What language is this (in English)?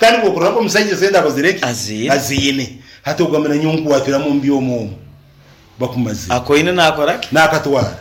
Nyoro